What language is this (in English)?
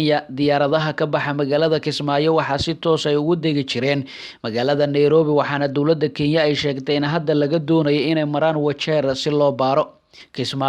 Somali